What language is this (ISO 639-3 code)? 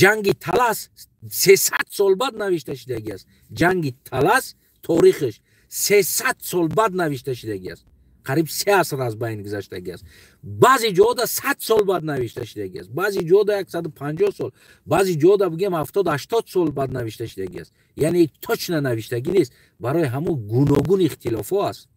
tgk